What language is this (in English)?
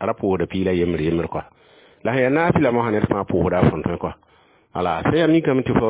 Mossi